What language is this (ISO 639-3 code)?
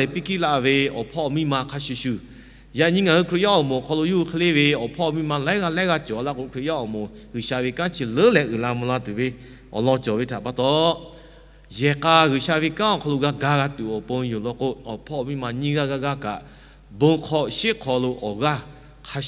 lhu